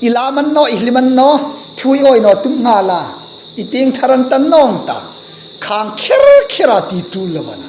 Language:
Hmar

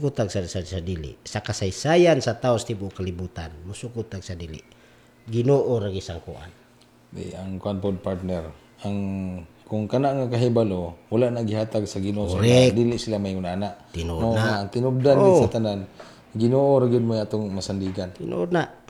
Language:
Cebuano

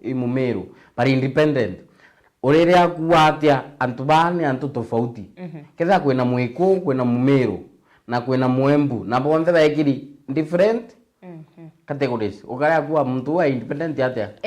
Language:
Meru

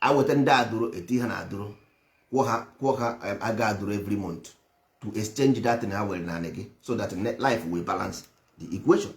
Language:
Igbo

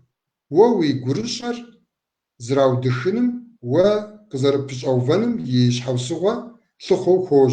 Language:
Kabardian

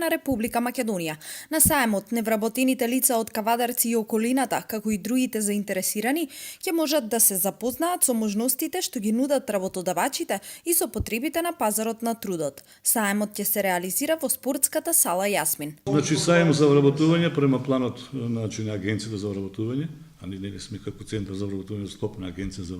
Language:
Macedonian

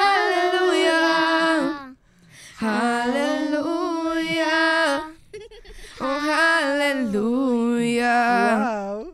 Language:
Hebrew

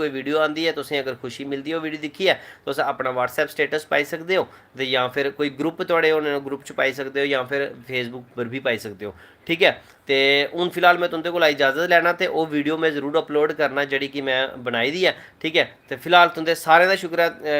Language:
Dogri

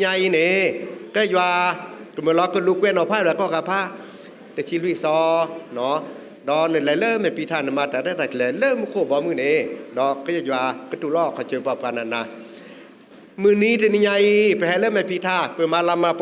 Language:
S'gaw Karen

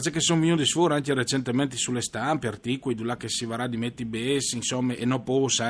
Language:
Friulian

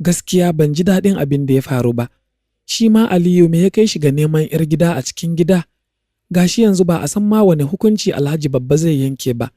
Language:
Hausa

